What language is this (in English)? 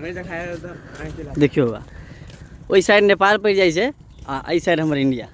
Maithili